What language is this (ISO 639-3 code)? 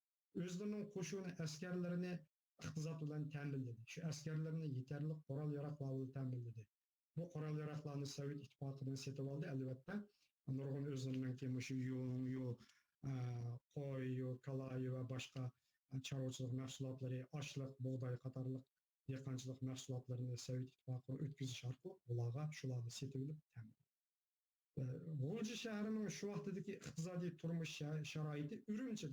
uig